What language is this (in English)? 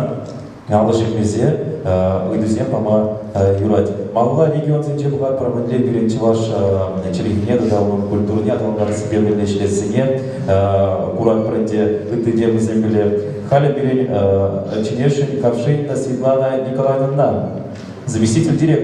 Chuvash